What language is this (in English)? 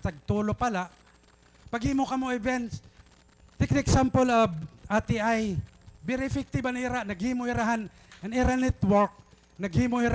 Waray